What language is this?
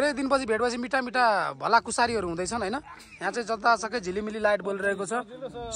Nepali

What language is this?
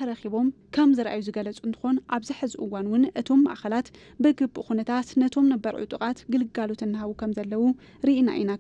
Tigrinya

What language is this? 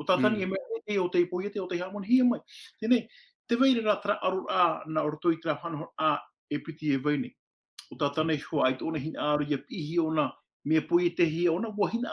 Tahitian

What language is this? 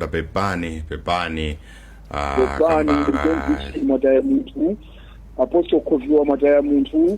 Nyanja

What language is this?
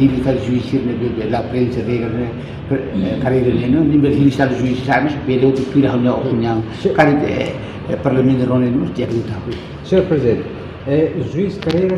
Tetum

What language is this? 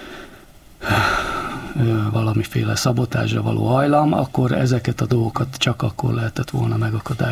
Hungarian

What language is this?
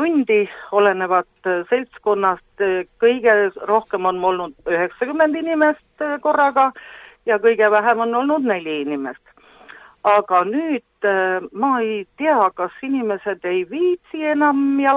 Estonian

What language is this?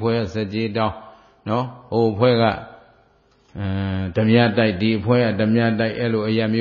Burmese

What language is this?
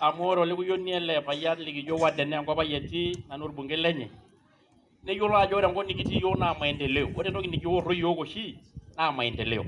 Masai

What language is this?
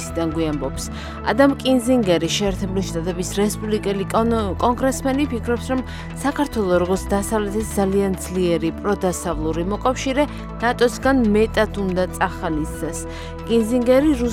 Georgian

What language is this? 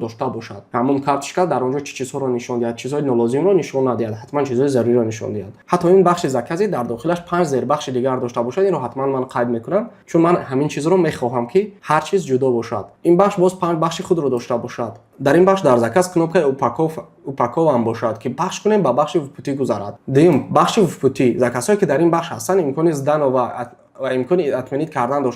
Tajik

